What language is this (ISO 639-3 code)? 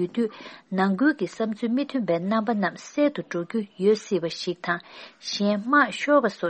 bod